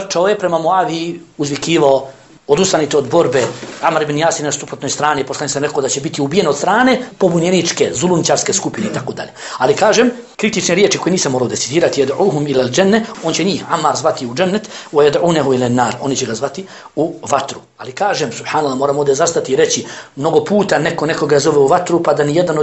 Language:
Bosnian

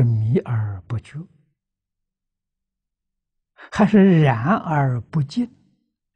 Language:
Chinese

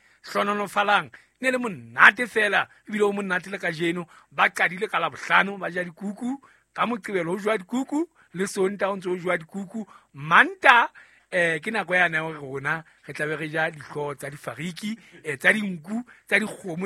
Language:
Southern Sotho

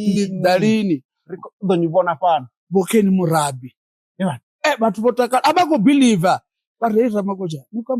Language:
Venda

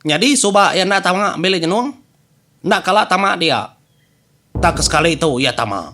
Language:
Iban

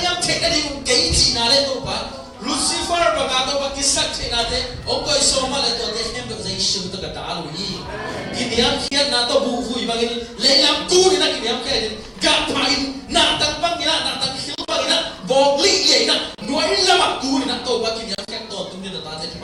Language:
Tedim Chin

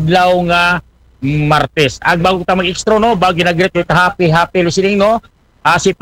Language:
Aklanon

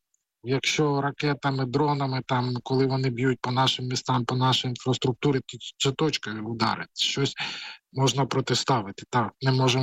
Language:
Ukrainian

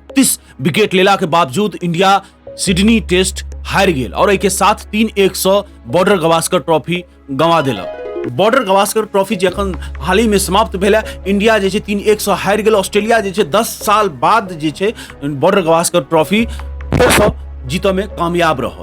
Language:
Maithili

